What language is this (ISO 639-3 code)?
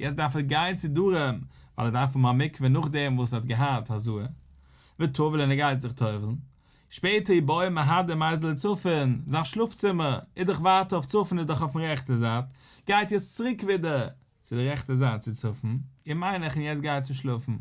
yid